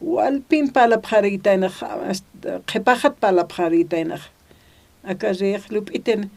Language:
Aymara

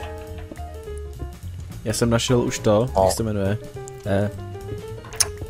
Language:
Czech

